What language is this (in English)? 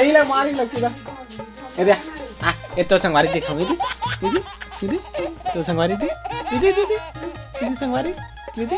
Chhattisgarhi